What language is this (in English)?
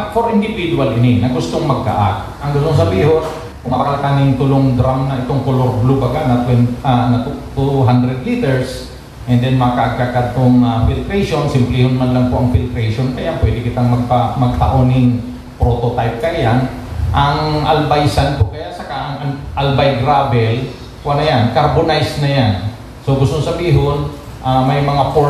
Bikol